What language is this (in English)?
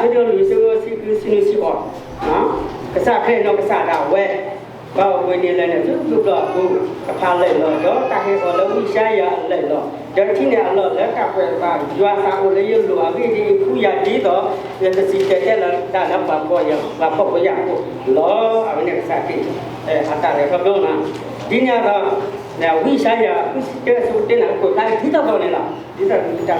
S'gaw Karen